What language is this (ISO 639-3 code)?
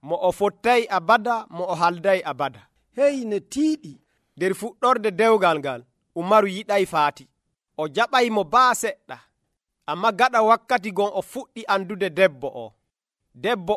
fuv